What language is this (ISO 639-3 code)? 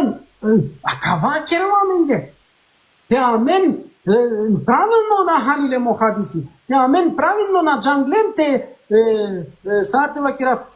rmn